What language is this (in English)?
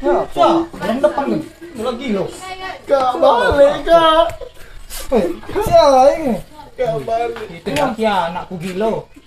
Musi